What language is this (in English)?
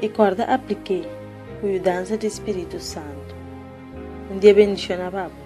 Papiamento